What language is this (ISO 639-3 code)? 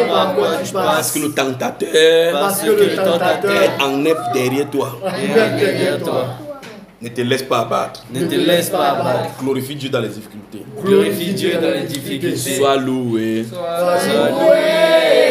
fra